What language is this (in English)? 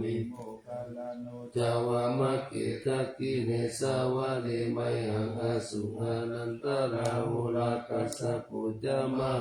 Pali